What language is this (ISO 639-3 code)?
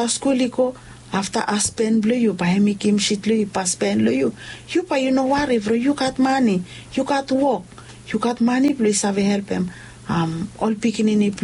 bis